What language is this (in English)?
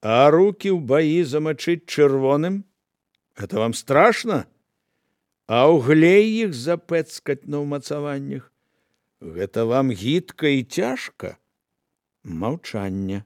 Belarusian